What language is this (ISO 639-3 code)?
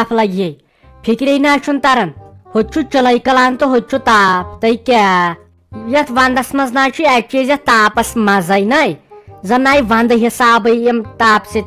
kas